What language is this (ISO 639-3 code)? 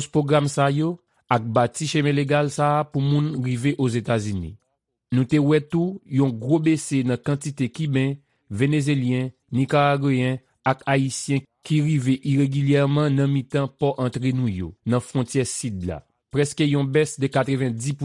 hat